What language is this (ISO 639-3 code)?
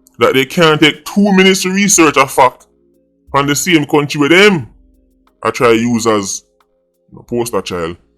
jam